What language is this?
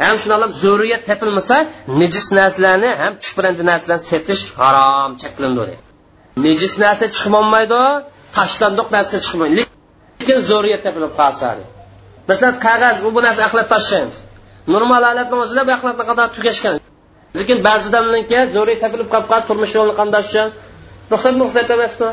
Uyghur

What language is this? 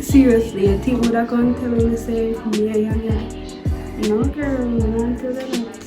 Jamaican Creole English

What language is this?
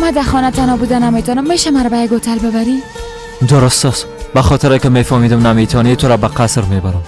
Persian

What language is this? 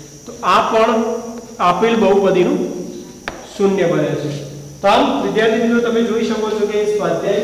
Gujarati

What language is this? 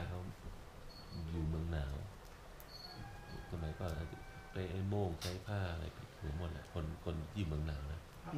Thai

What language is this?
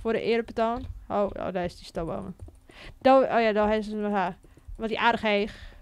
Western Frisian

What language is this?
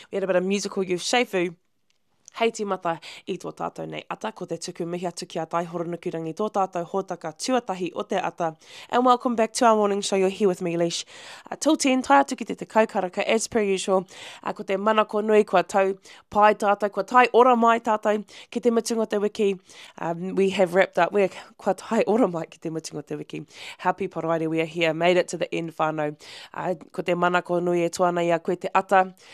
Māori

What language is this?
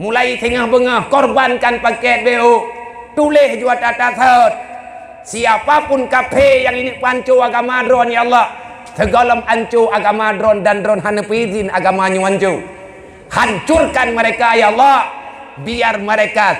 Achinese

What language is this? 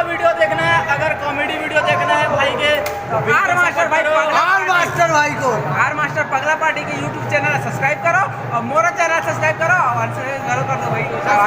Chhattisgarhi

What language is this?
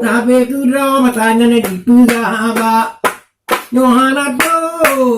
Achinese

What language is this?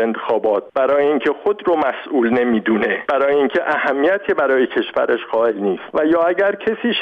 Persian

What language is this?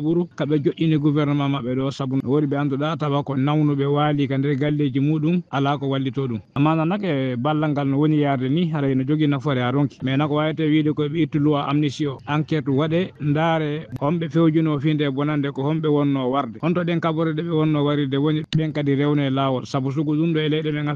Fula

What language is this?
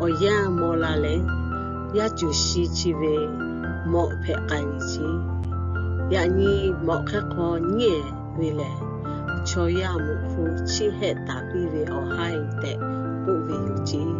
Lahu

